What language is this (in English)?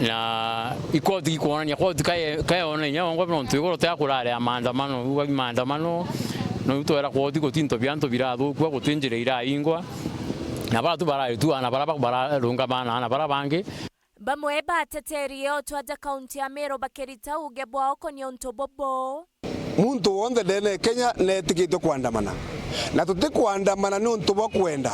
Meru